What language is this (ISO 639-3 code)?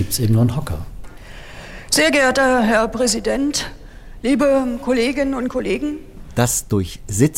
deu